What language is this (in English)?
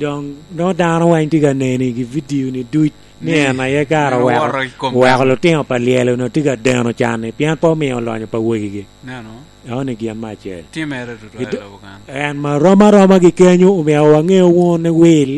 Lango (Uganda)